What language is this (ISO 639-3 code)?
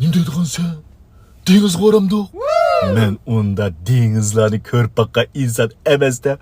uig